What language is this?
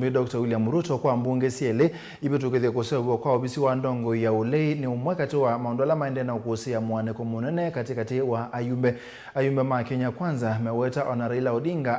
Kamba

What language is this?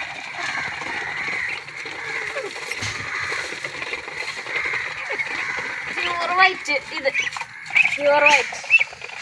Malayalam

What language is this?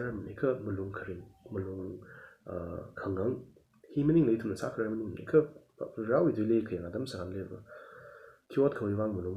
Tangkhul Naga (India)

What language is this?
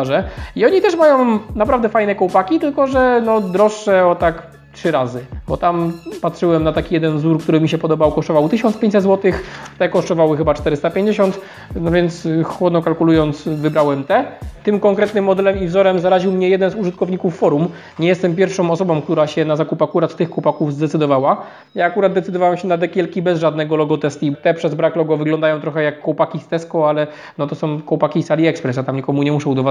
Polish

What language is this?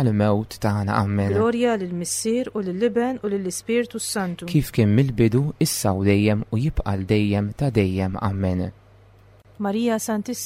Maltese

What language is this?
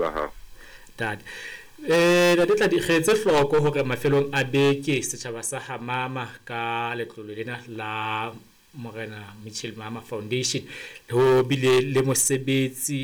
Southern Sotho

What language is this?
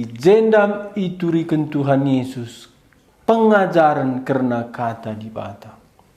Batak Karo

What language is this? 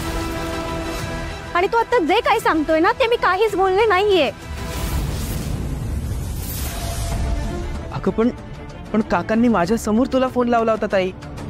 Marathi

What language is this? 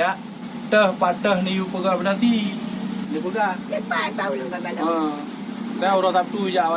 Achinese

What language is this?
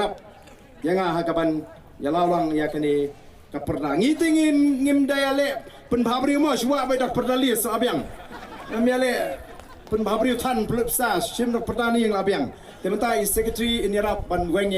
Khasi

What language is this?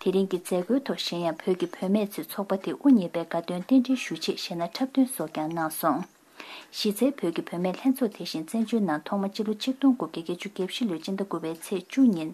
Tibetan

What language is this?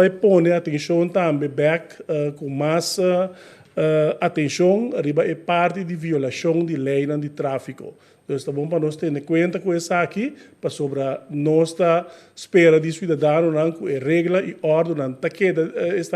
Papiamento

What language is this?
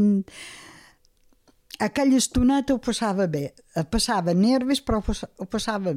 Catalan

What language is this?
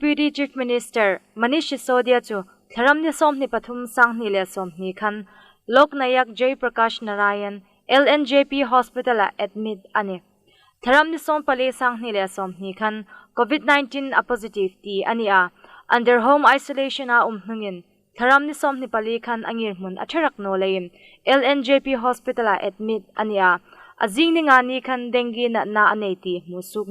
Hmar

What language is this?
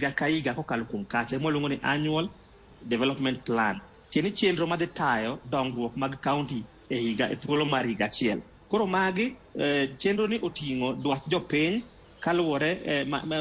Luo (Kenya and Tanzania)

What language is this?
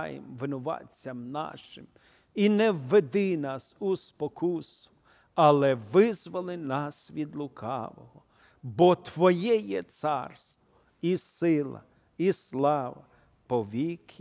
Ukrainian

